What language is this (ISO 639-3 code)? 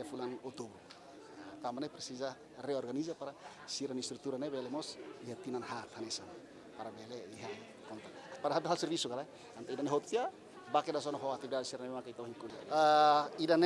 tet